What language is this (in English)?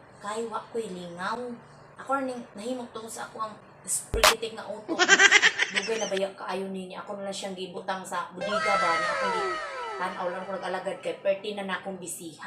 Cebuano